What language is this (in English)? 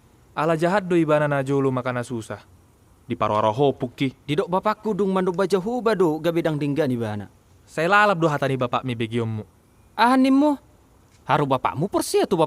Batak Toba